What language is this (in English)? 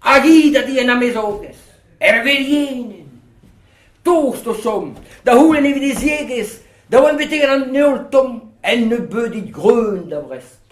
Breton